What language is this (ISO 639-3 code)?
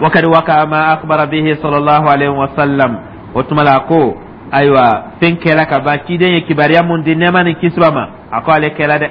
dyu